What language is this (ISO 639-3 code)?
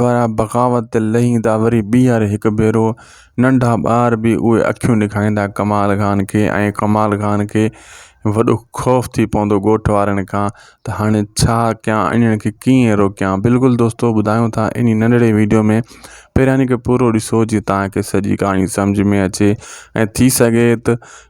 snd